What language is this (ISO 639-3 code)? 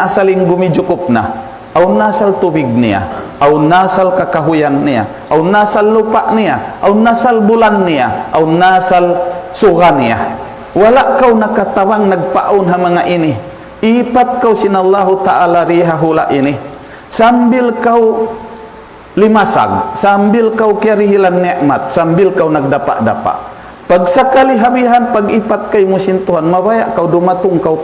tsg